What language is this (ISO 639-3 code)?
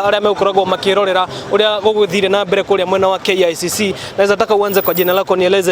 kik